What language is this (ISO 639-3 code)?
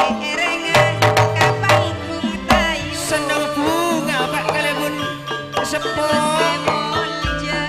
mad